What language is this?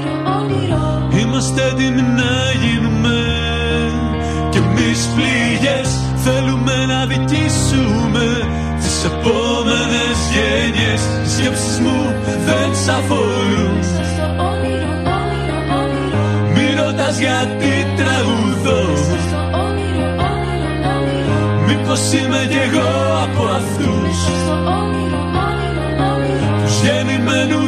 Greek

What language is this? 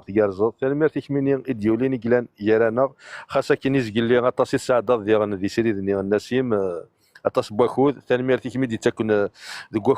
Kabyle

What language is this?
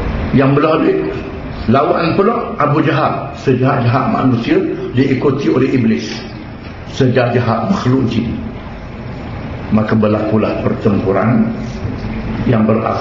Malay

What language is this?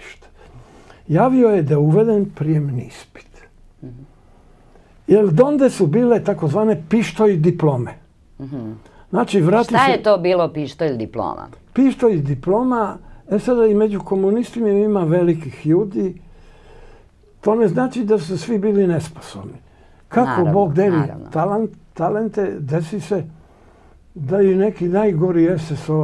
Serbian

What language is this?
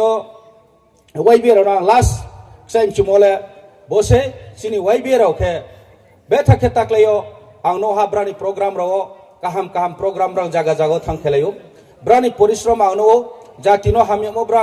Riang (India)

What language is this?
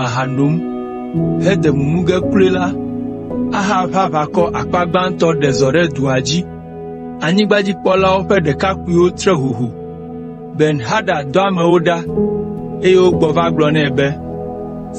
Ewe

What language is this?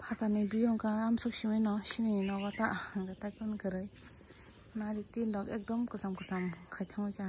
Kok Borok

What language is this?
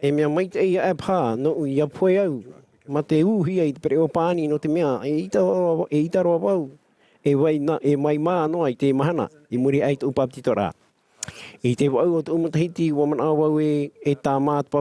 Tahitian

